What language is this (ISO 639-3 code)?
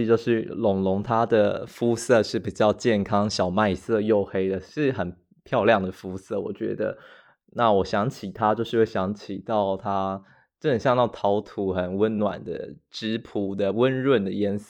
zho